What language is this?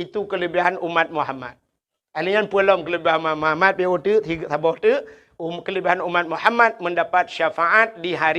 Achinese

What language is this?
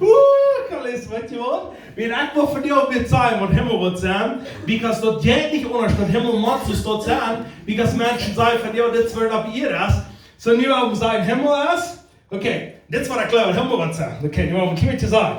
Plautdietsch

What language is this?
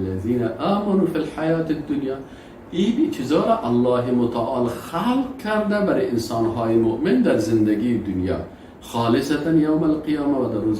Persian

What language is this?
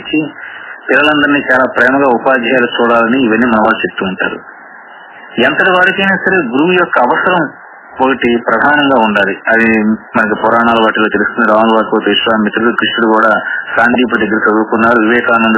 Telugu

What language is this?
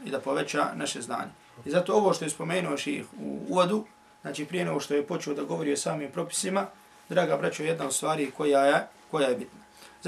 Bosnian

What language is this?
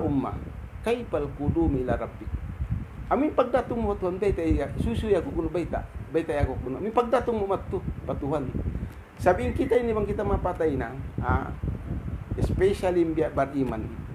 Tausug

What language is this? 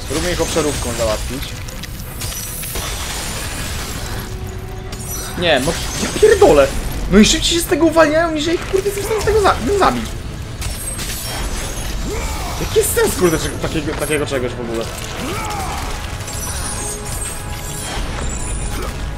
Polish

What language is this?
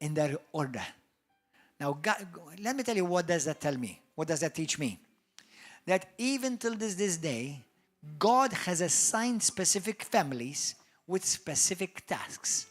English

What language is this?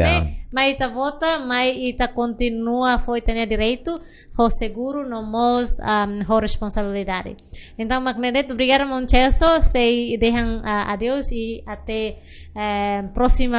Tetum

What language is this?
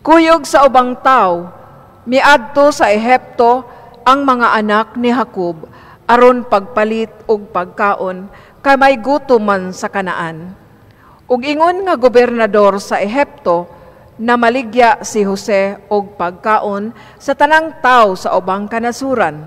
Cebuano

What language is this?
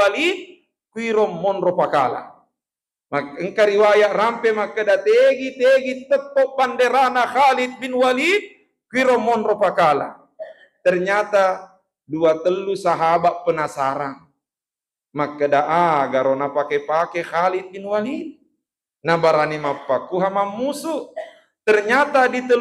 Buginese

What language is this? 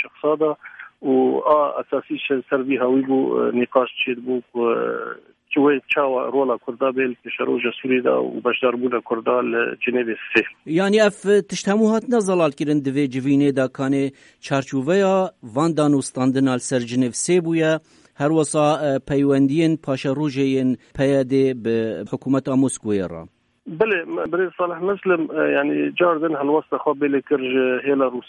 Kurdish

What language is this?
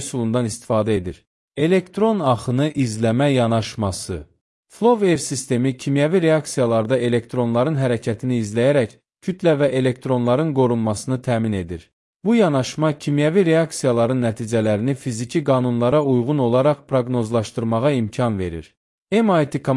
Azerbaijani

